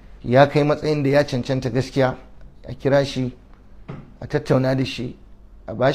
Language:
Hausa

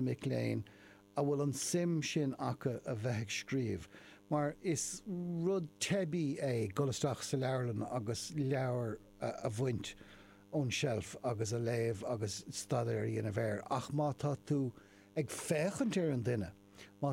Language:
Irish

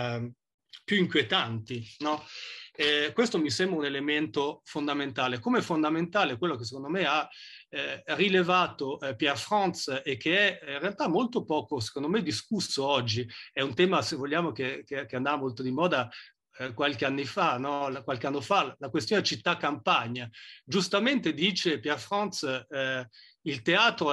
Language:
Italian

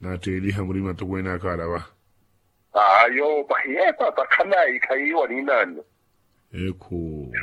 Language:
Makhuwa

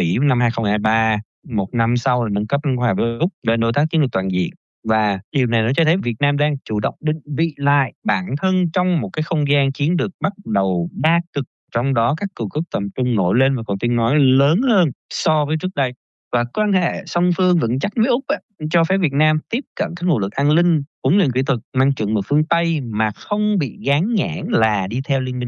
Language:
Vietnamese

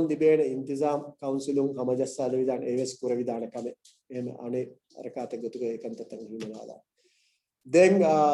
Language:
Divehi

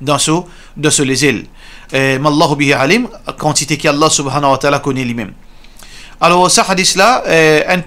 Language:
Morisyen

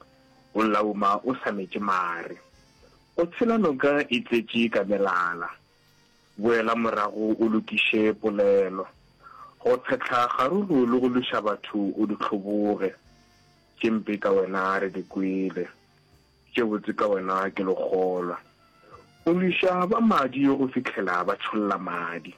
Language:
Northern Sotho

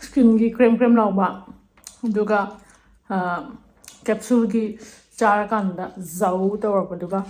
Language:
Manipuri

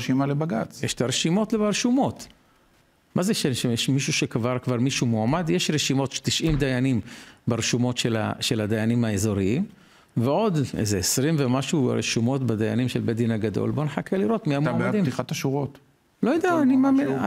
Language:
Hebrew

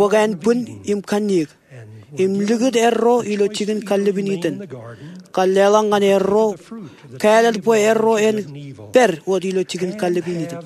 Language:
Marshallese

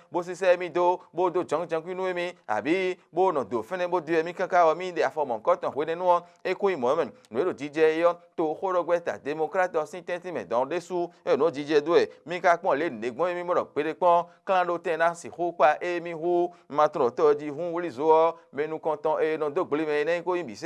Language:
Fon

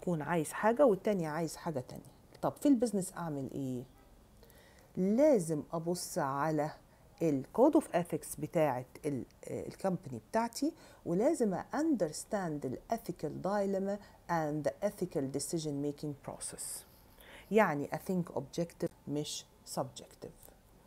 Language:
Egyptian Arabic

